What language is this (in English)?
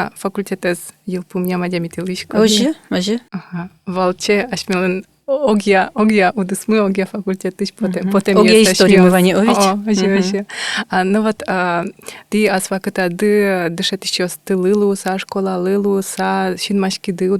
Udmurt